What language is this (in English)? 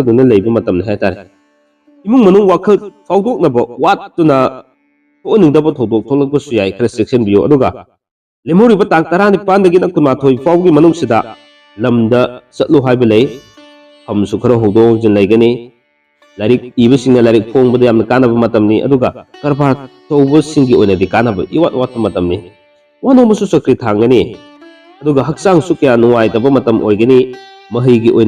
Manipuri